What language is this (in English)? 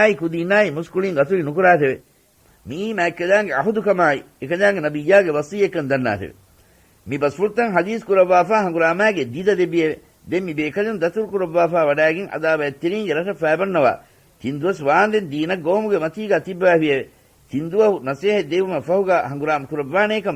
Divehi